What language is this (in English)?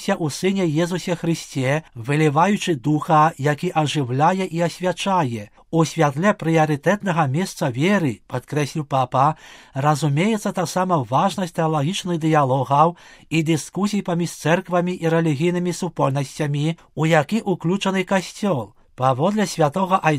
Belarusian